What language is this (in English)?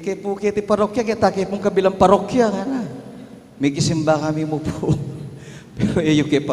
Pampanga